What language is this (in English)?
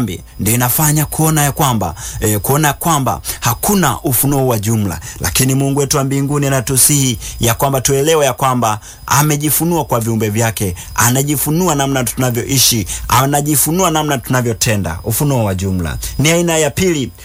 Swahili